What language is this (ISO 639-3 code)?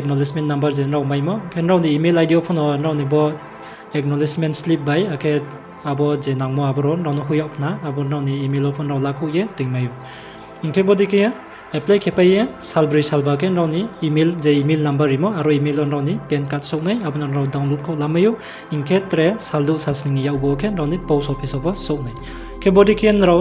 ria